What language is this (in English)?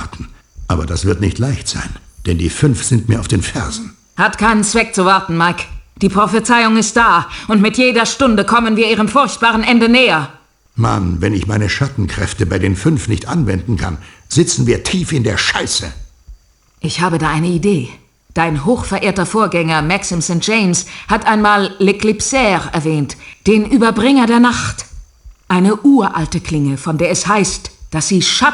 Bavarian